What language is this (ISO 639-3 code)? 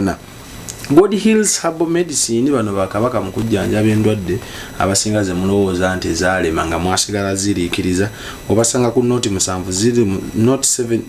lug